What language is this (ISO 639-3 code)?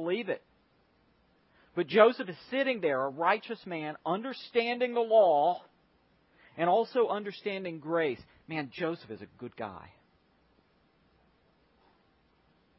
eng